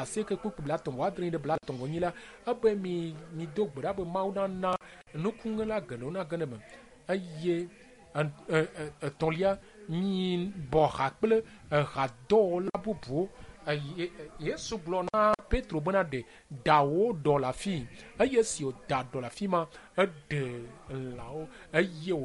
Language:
Ewe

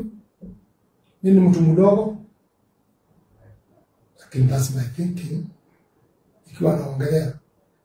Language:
Swahili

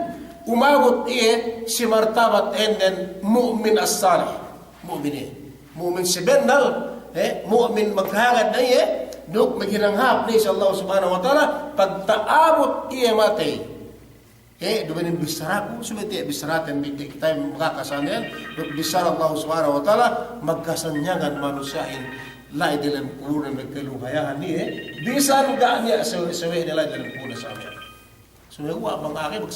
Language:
Yakan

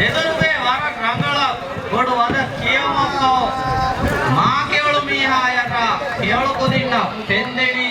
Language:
Divehi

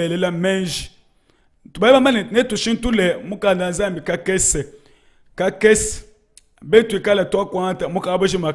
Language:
Luba-Lulua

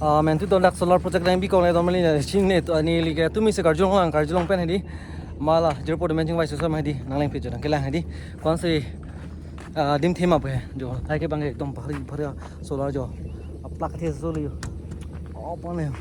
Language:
Karbi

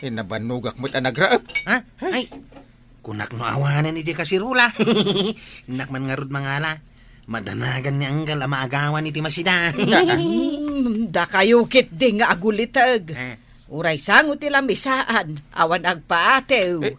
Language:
Iloko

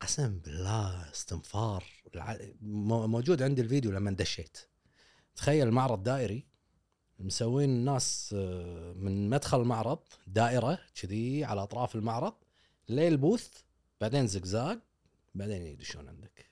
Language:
Gulf Arabic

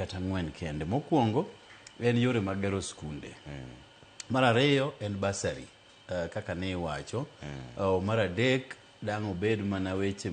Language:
Luo (Kenya and Tanzania)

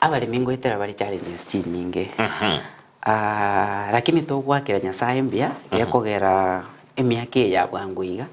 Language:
Gusii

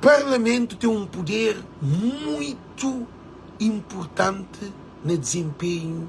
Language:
Kabuverdianu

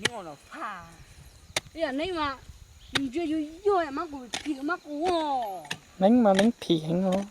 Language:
Hmong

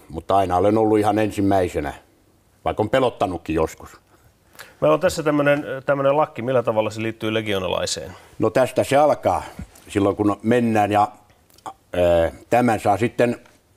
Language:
Finnish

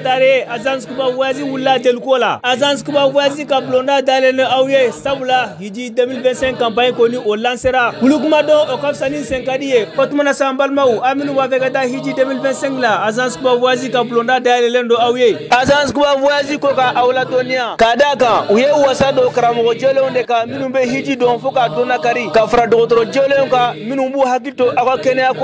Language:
Bambara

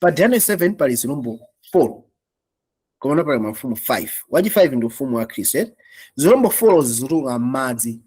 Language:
Nyanja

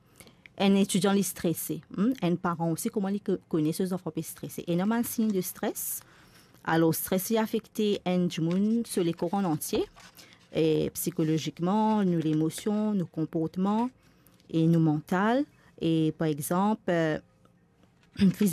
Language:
Morisyen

